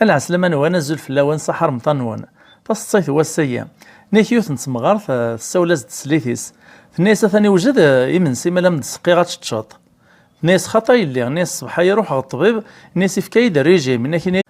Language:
Kabyle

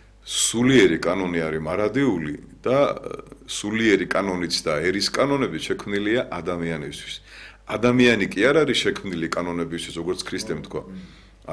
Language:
Georgian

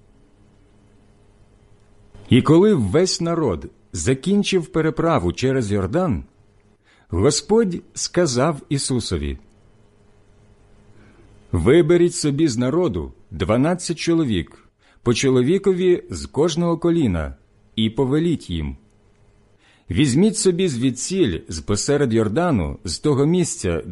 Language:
Ukrainian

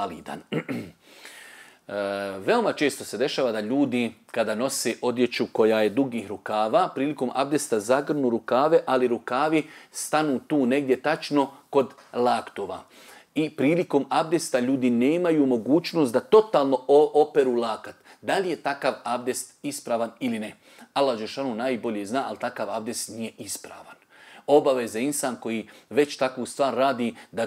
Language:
Bosnian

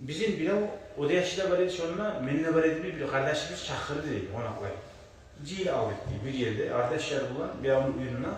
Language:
Kumyk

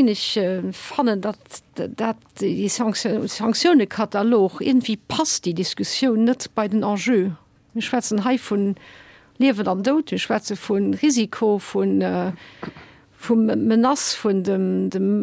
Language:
Luxembourgish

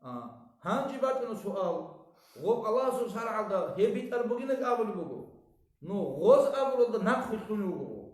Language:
Avaric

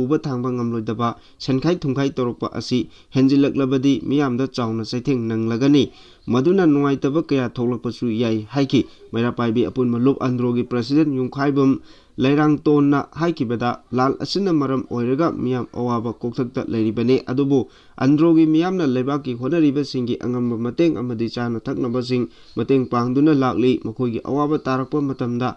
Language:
Manipuri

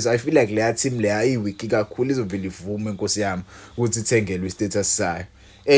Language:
Zulu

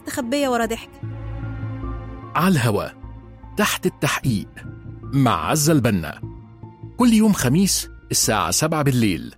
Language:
Egyptian Arabic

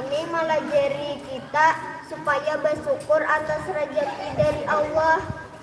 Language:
Banjar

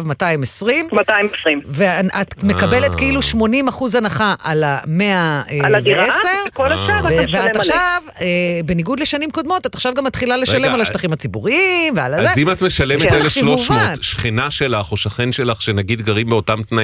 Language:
Hebrew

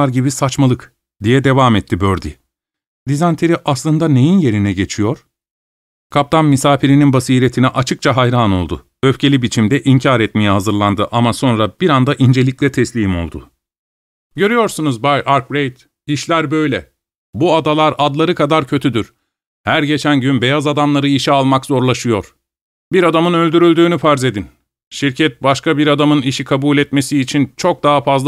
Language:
Turkish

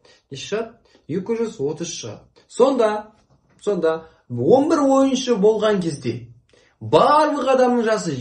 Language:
Kazakh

